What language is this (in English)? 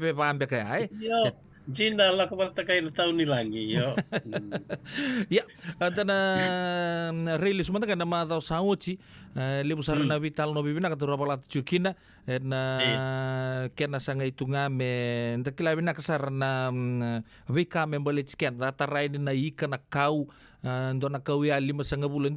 Fijian